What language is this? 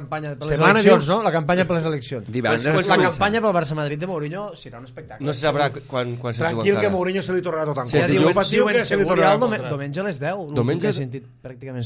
Catalan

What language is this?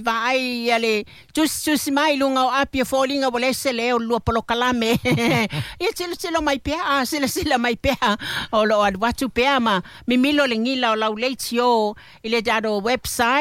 Samoan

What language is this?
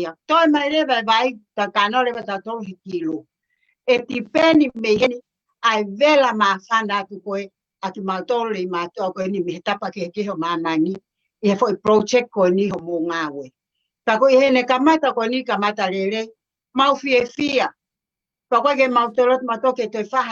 Tongan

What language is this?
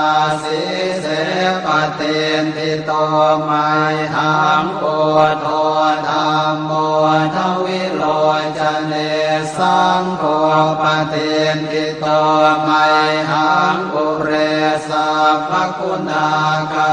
Pali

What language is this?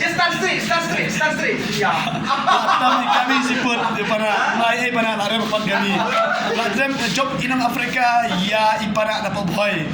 Khasi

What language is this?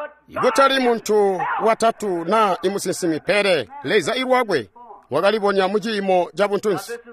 Tonga (Zambia)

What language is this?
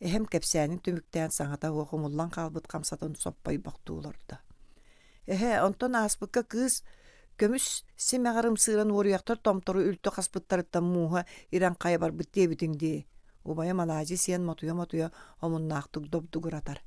Yakut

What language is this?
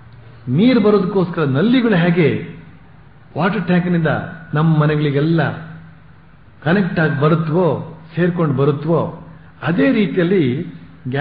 Kannada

